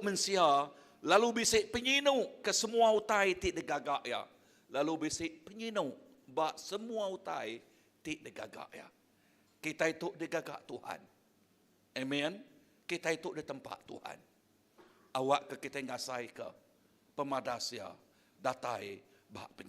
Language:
Iban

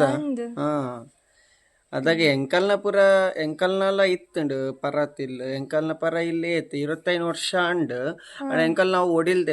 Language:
Tulu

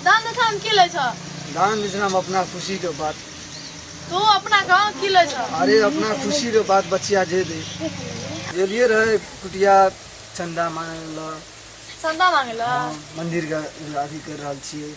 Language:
Maithili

